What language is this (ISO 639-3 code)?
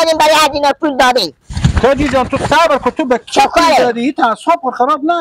fas